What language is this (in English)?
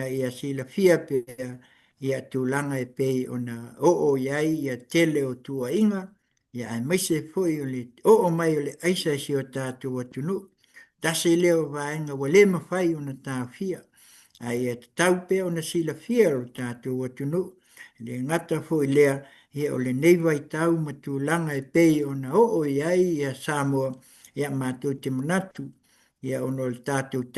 Samoan